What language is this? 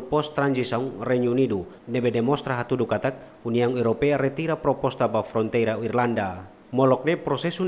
Tetum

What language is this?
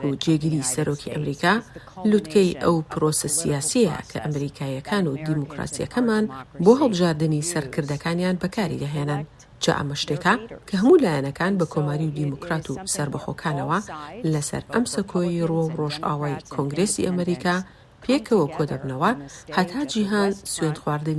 Central Kurdish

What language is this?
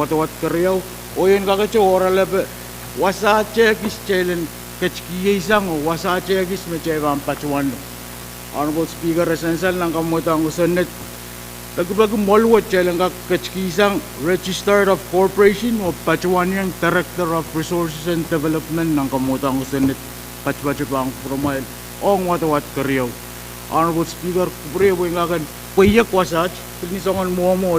Pohnpeian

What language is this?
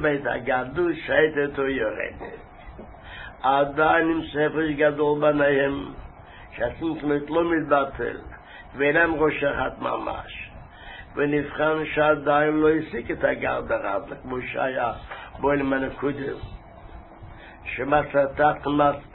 Hebrew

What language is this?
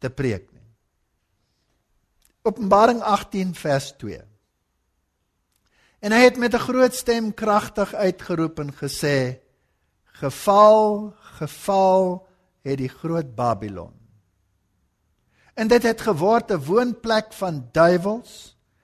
Afrikaans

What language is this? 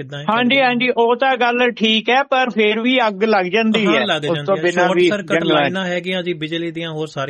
Punjabi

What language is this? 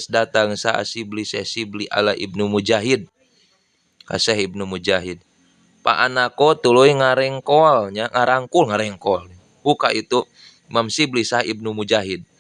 Sundanese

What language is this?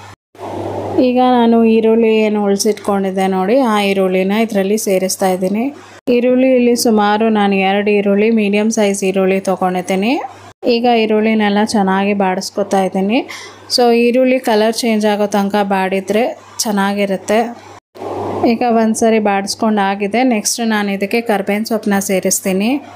Kannada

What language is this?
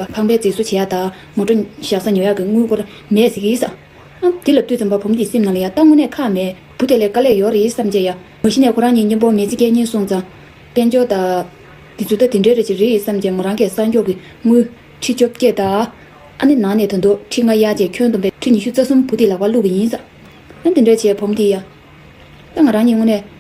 Tibetan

